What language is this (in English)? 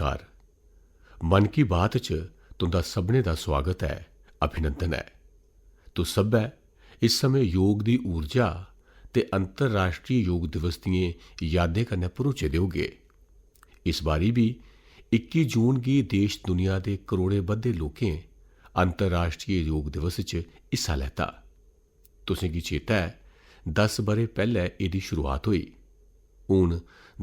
Dogri